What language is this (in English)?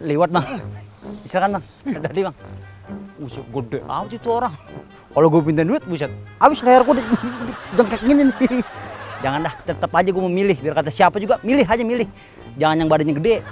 Betawi